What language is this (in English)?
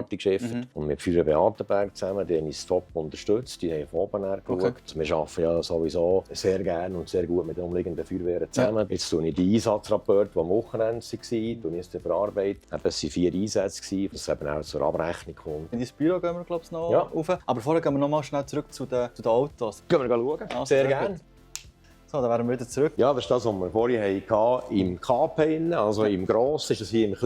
Swiss German